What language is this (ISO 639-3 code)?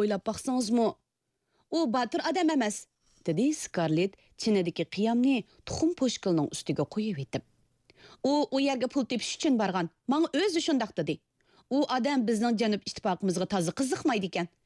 uig